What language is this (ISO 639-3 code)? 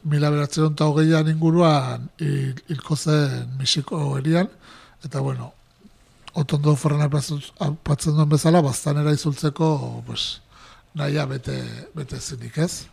eus